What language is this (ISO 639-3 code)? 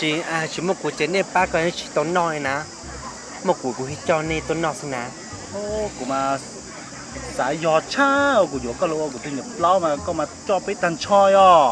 hmn